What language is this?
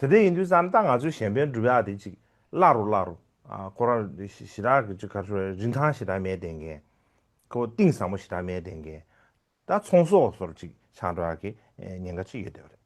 Tibetan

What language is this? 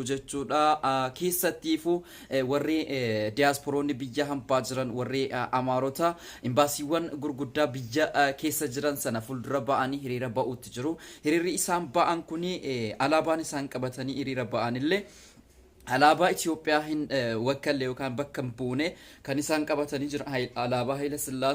Oromo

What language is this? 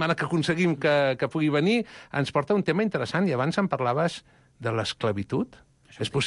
Catalan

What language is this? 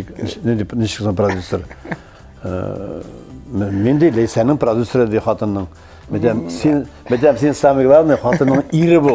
Tatar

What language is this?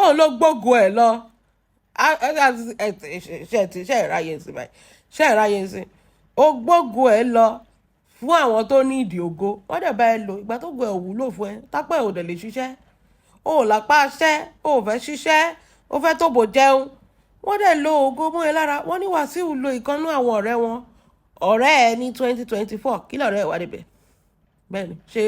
Yoruba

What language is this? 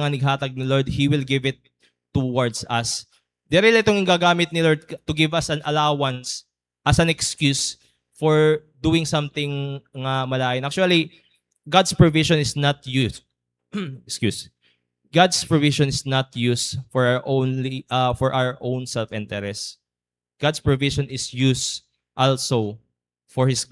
Waray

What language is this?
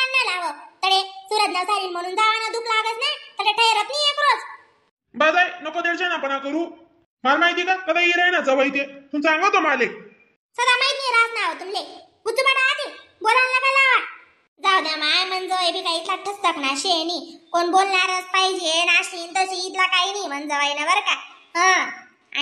Khandesi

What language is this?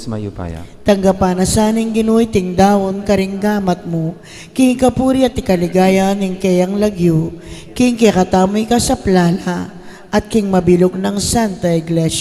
Pampanga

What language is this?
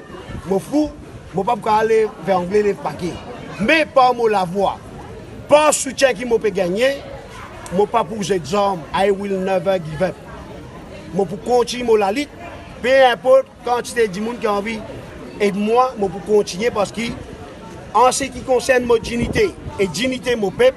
Morisyen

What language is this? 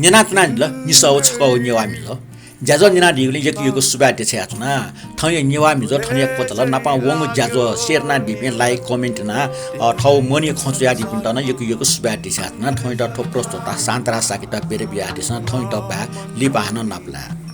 Newari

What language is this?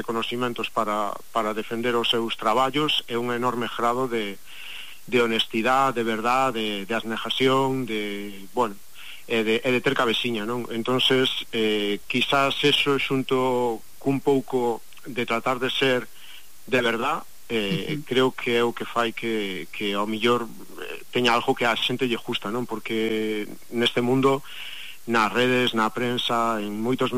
Galician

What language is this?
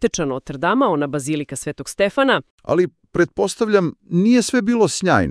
Serbian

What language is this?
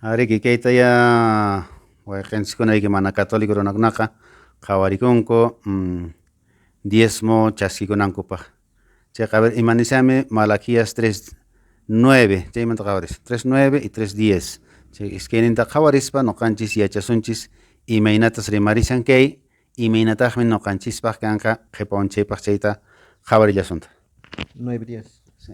Quechua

